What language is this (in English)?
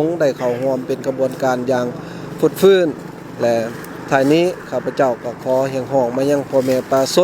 Lao